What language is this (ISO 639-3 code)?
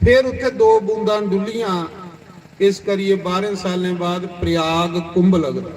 doi